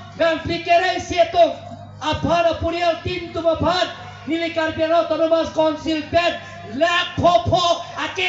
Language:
Karbi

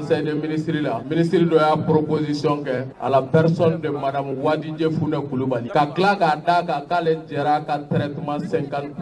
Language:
Bambara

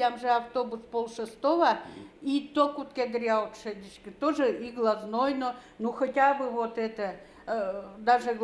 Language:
Udmurt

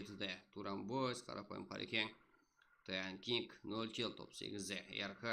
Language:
Kara-Kalpak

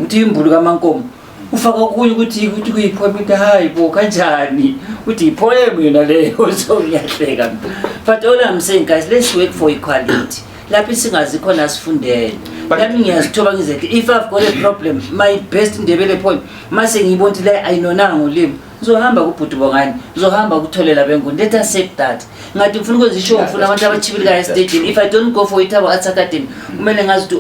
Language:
Zulu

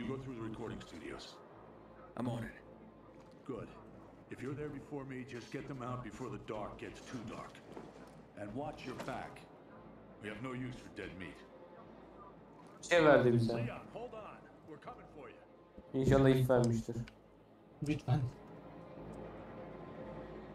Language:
Turkish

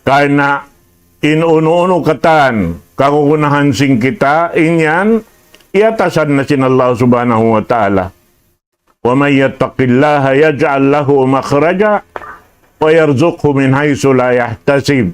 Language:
Tausug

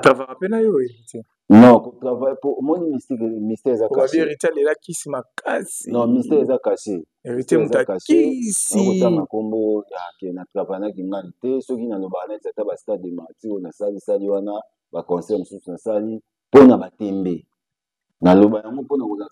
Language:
Lingala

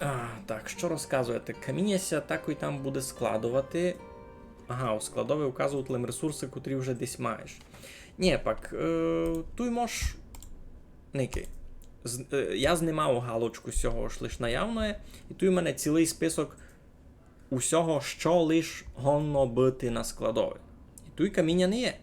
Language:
Rusyn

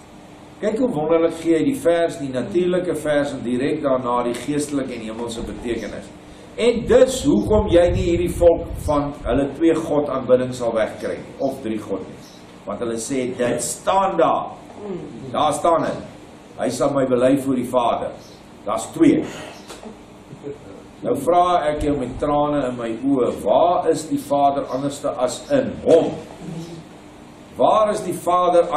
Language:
Afrikaans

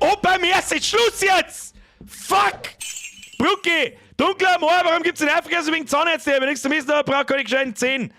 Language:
Bavarian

